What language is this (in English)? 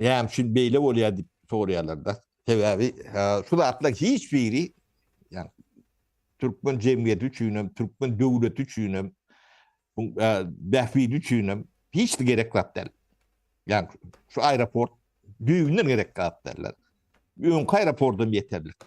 Turkmen